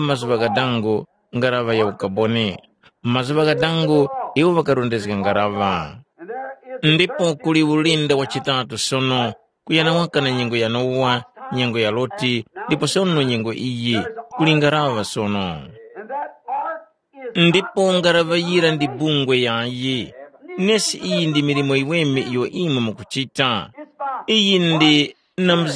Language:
Tumbuka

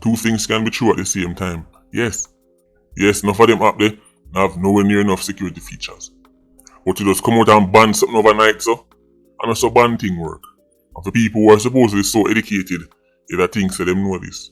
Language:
Jamaican Creole English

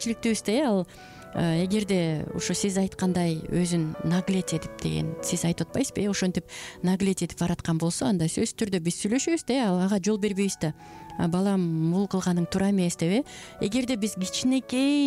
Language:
Kyrgyz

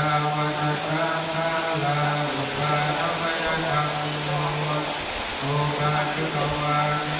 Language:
Pali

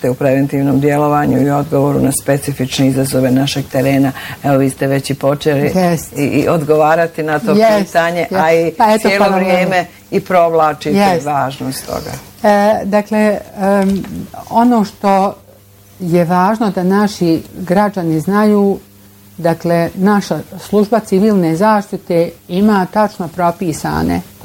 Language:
Bosnian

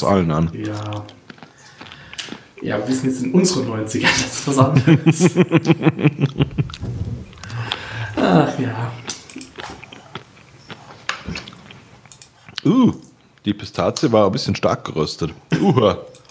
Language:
German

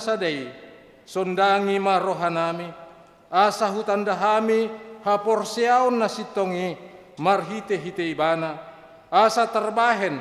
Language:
Batak Toba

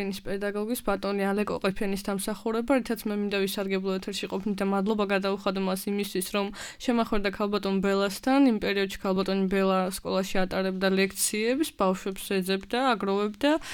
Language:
Georgian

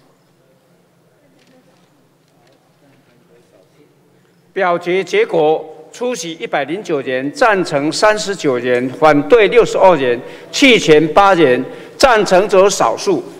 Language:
Chinese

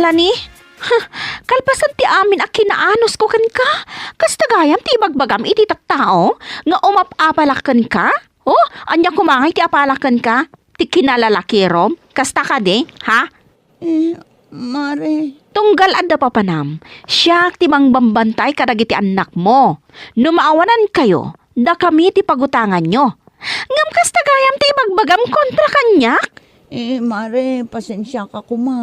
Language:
Iloko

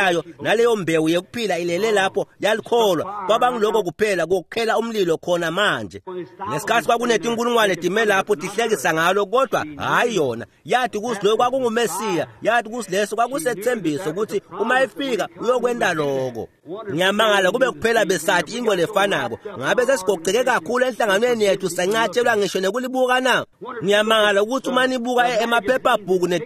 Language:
Swati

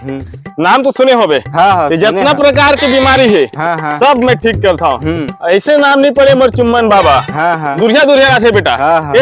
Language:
Chhattisgarhi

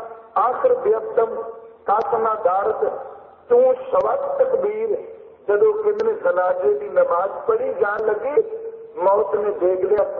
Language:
Punjabi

